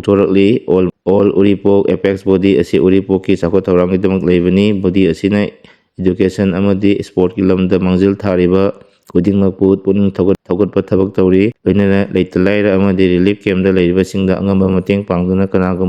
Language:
Manipuri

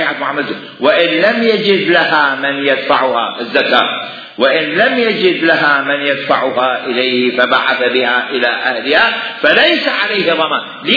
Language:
Mesopotamian Arabic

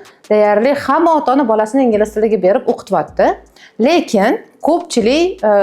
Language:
Uzbek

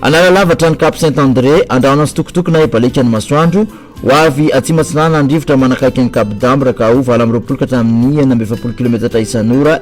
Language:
Malagasy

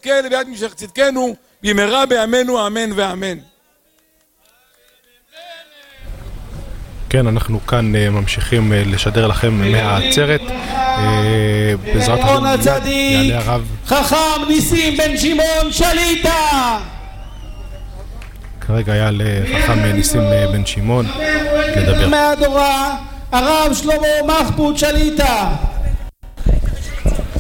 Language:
Hebrew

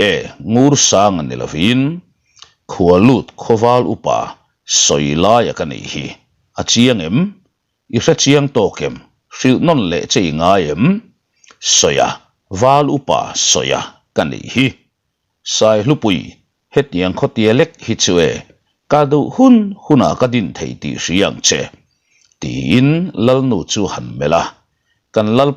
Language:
Mizo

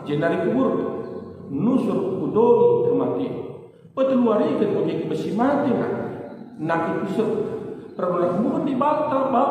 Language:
Batak Karo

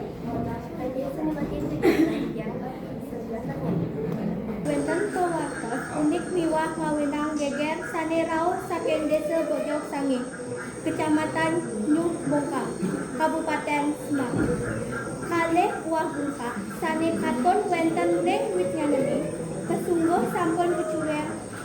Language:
Balinese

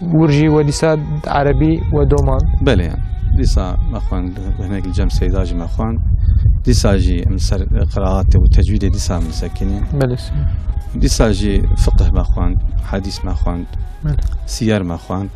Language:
Kurdish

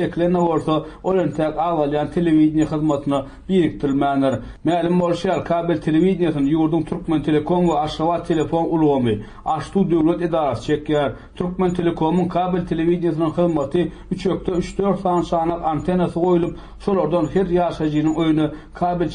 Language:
Turkmen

